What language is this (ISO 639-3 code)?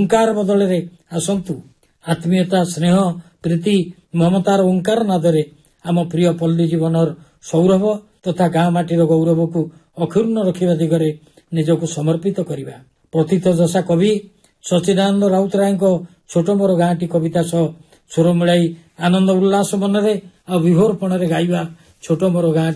ori